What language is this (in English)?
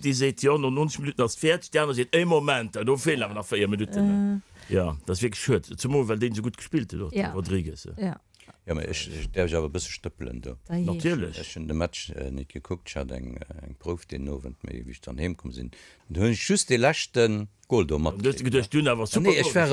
Luxembourgish